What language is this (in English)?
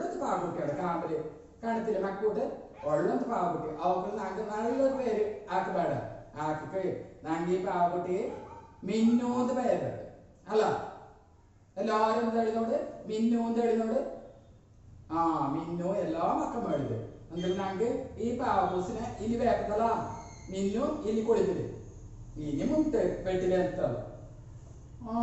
Malayalam